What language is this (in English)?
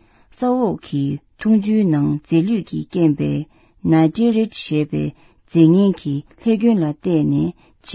Tibetan